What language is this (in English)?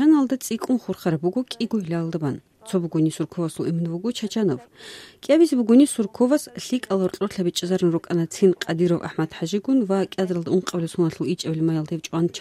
Avaric